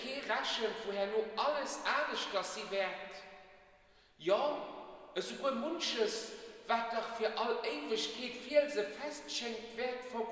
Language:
Luxembourgish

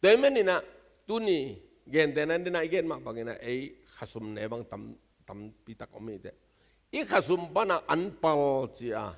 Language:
Tedim Chin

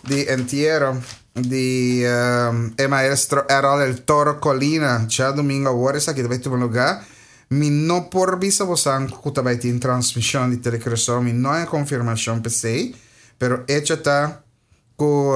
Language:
Papiamento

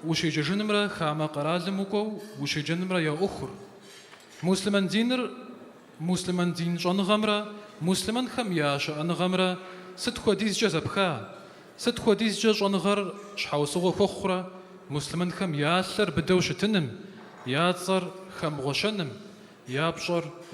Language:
Kabardian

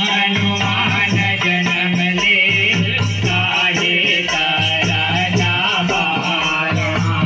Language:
Chhattisgarhi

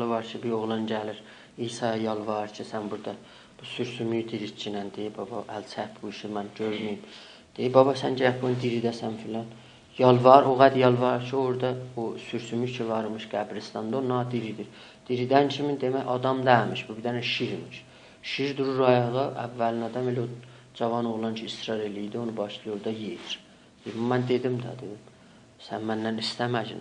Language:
South Azerbaijani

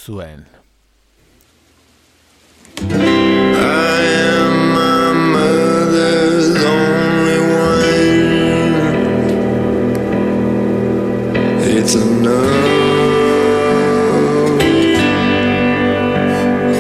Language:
Basque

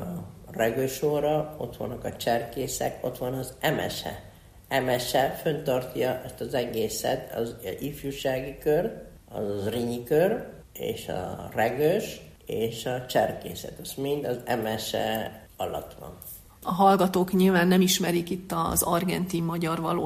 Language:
Hungarian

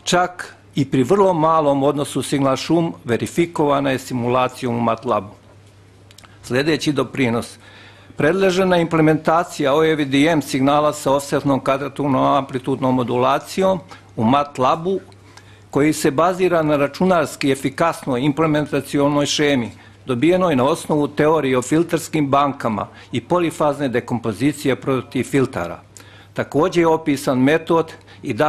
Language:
Serbian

